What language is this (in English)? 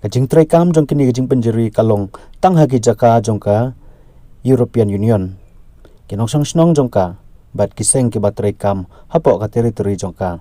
Khasi